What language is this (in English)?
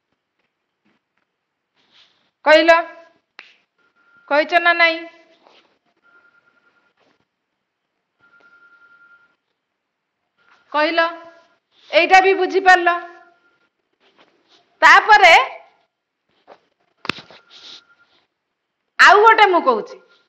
Odia